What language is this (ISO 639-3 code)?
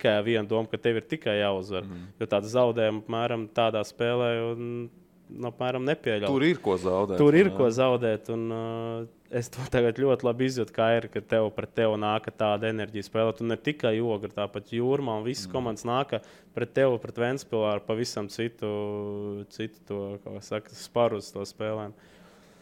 lav